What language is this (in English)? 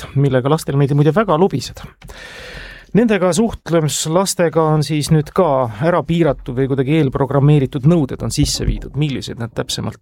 Estonian